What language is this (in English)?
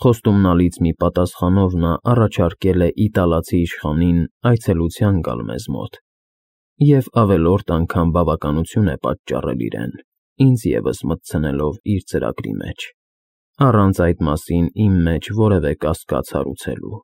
Armenian